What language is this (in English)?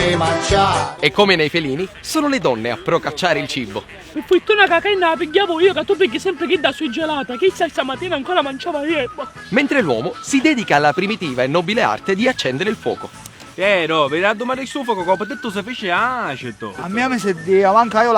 Sicilian